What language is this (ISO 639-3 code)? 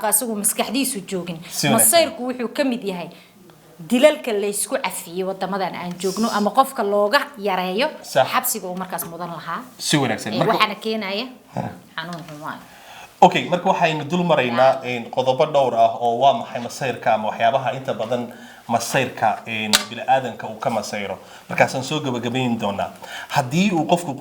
som